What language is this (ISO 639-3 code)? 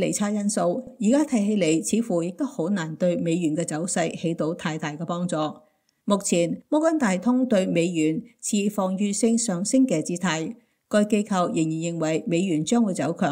yue